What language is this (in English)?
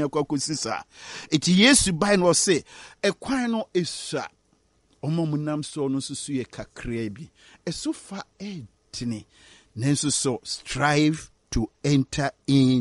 Akan